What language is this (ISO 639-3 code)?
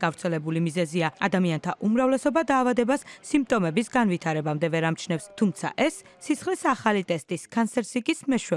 kat